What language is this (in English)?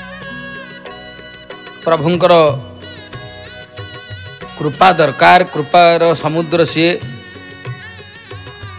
Odia